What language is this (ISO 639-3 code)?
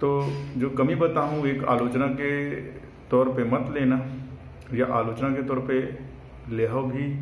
hne